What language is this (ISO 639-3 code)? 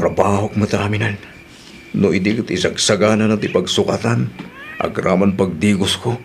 ilo